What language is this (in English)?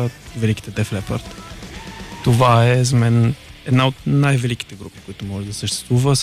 Bulgarian